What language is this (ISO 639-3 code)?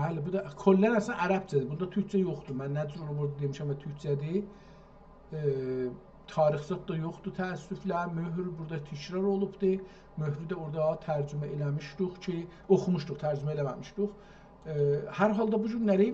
azb